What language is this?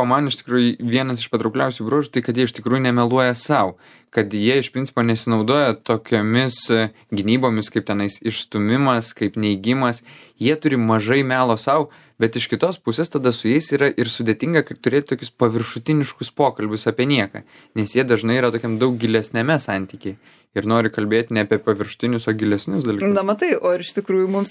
Lithuanian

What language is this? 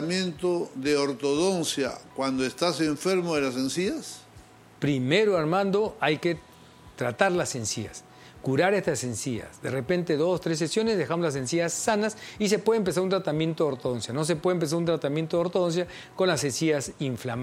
Spanish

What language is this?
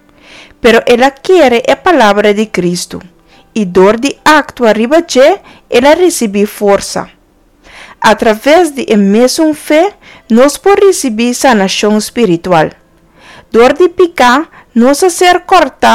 Papiamento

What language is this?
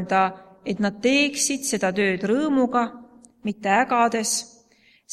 Estonian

